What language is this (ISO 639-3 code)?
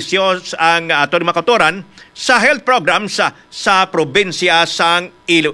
hil